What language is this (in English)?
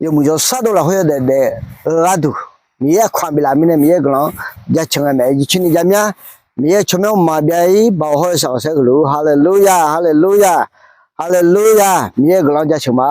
Akha